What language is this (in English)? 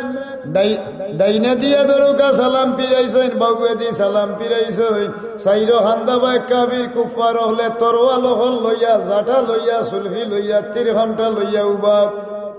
Sylheti